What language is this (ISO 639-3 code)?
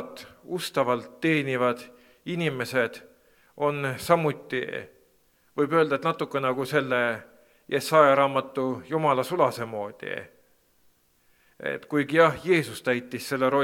est